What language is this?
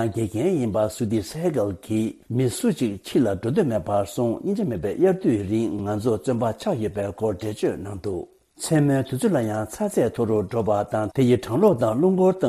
Tibetan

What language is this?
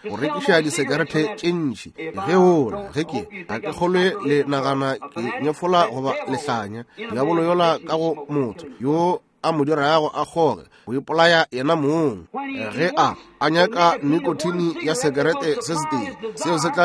Northern Sotho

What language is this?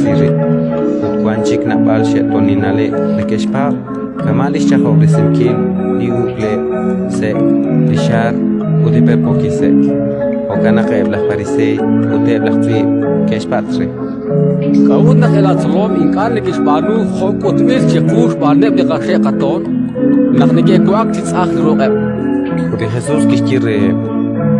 Kekchí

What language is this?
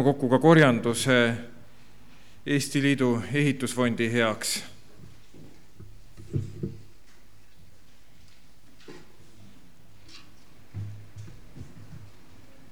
Estonian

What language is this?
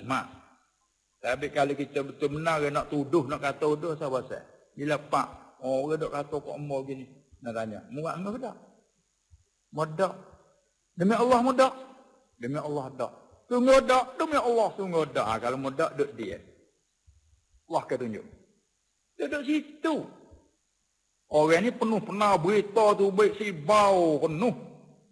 Malay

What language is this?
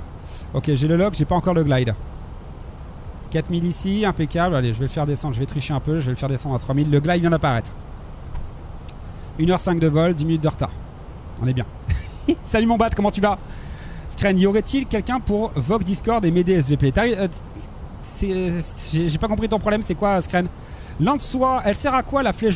French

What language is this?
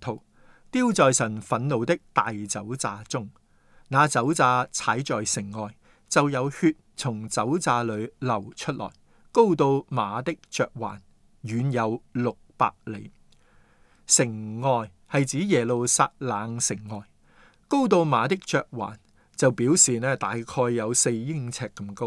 Cantonese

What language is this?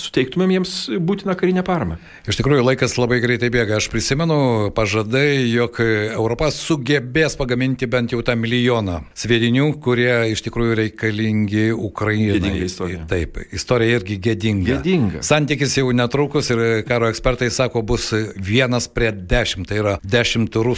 Lithuanian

